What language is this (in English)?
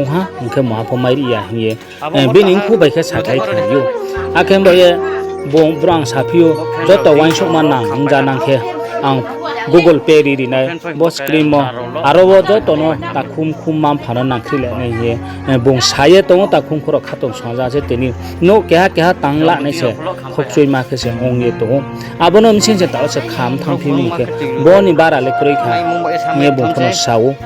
Riang (India)